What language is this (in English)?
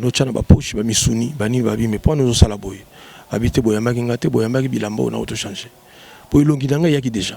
Lingala